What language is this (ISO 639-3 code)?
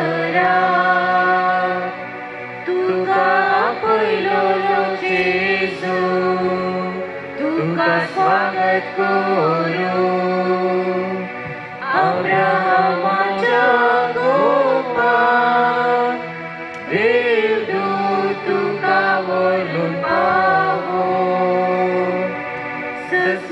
kok